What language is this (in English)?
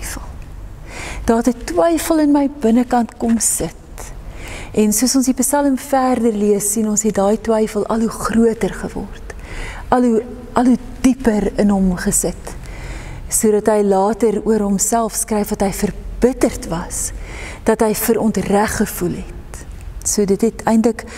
Afrikaans